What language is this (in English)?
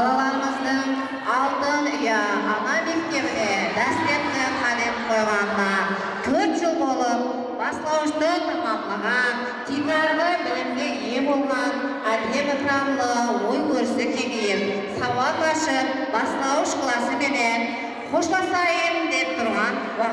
Kara-Kalpak